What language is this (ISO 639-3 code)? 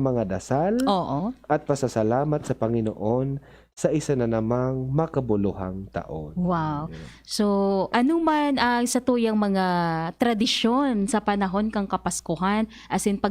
bik